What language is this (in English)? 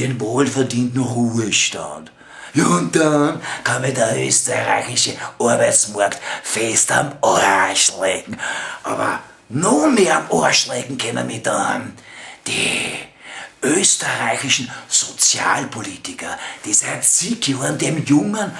Bavarian